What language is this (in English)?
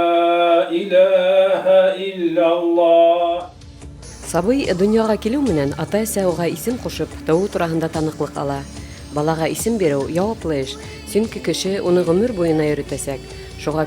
Bashkir